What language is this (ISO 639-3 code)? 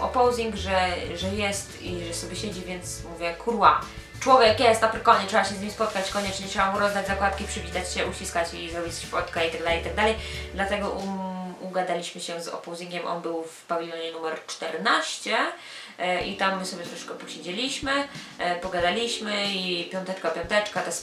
pol